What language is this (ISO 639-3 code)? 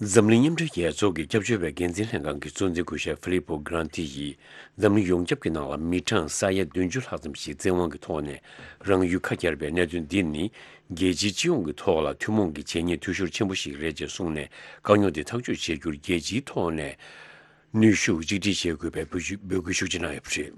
bod